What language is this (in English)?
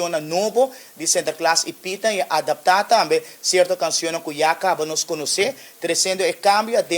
Papiamento